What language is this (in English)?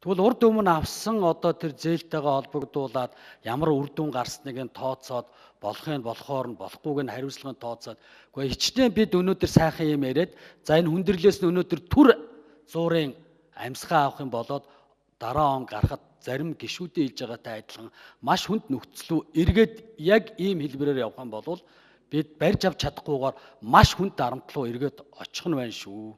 Mongolian